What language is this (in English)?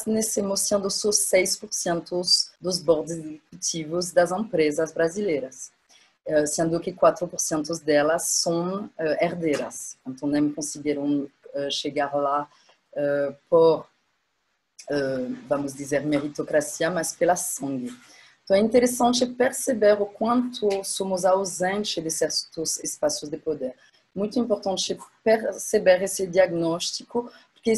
Portuguese